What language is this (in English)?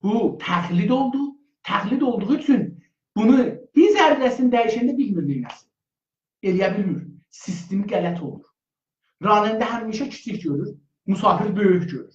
South Azerbaijani